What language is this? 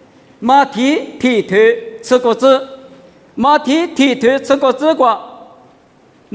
Lisu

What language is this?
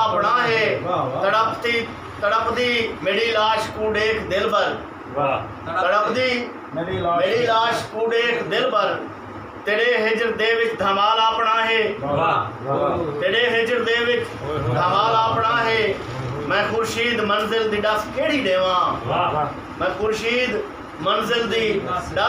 Saraiki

